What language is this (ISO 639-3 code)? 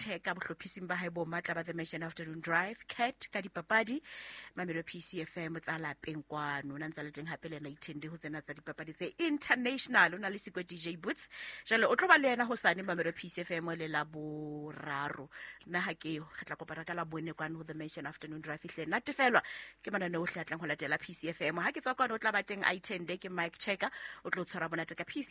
sot